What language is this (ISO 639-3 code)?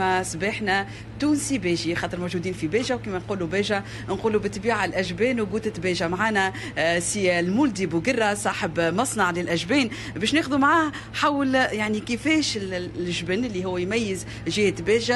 aeb